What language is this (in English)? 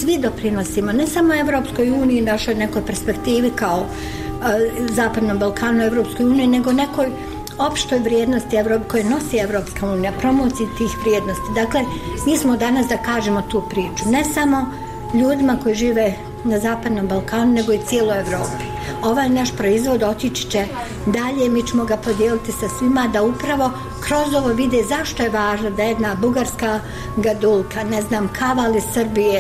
Bosnian